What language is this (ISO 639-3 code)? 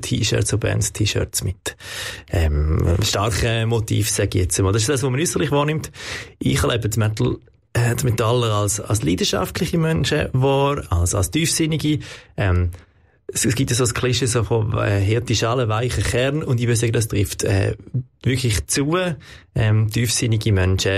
gsw